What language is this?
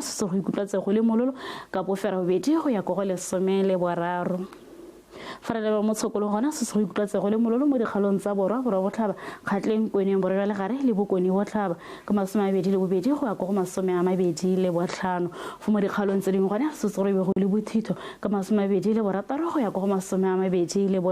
Tswana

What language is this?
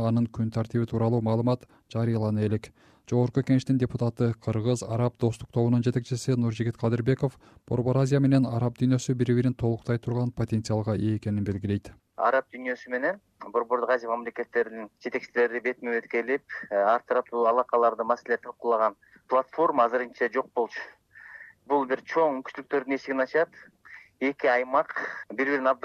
Kyrgyz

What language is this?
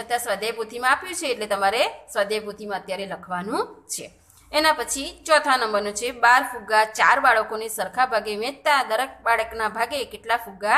Gujarati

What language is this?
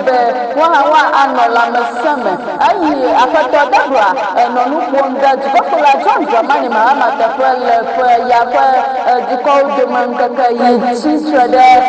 Ewe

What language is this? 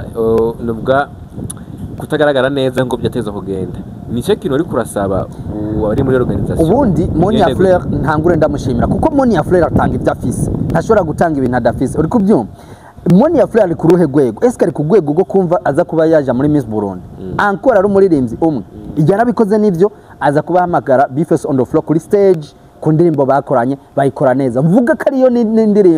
Rundi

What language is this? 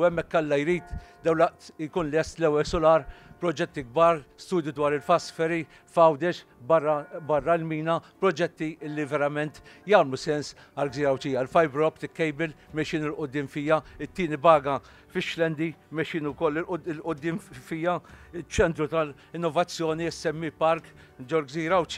Maltese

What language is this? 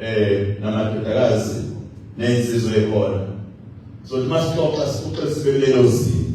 Zulu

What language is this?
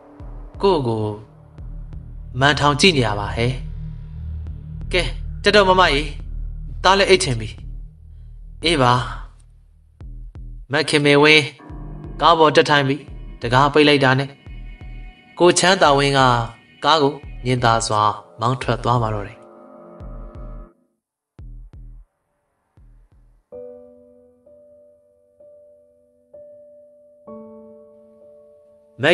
Burmese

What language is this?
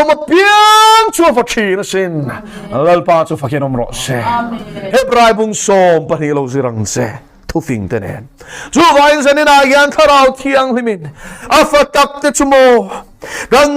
Mizo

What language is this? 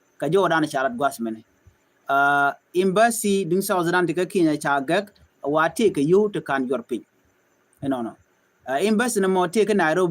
Nuer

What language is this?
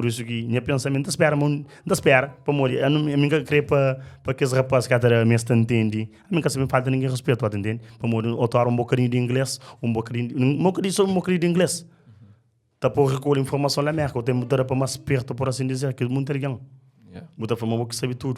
Kabuverdianu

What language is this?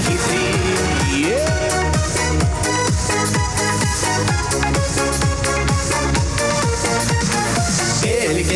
Chuvash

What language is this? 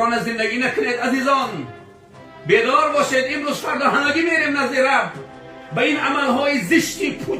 Tajik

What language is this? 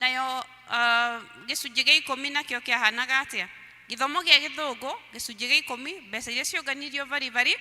Kikuyu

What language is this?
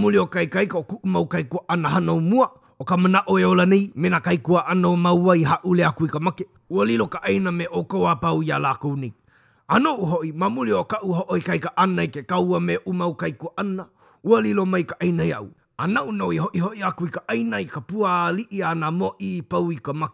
Hawaiian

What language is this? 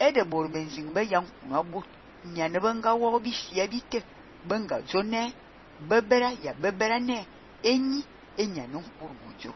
Fang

